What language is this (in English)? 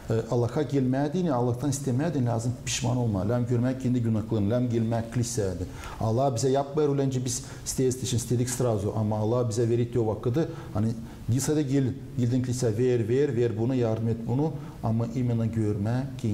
Gagauz